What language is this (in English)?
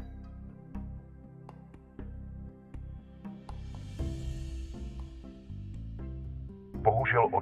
Czech